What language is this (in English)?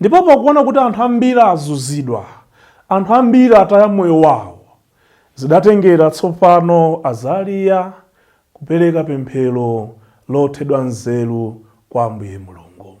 Nyanja